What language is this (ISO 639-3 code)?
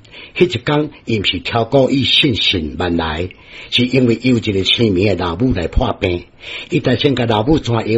nan